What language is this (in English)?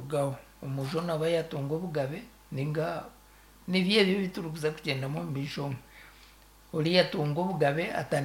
Nyankole